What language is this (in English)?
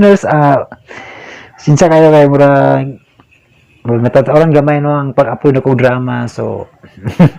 Cebuano